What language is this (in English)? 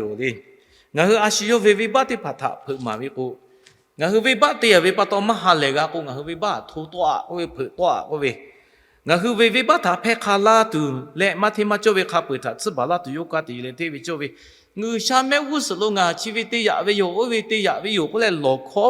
Lahu